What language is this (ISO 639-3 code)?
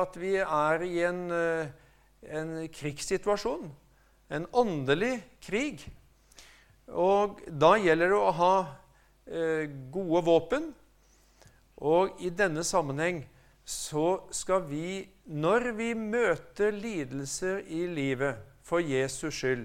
nor